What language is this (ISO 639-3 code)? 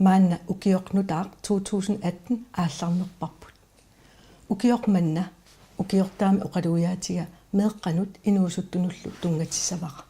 kal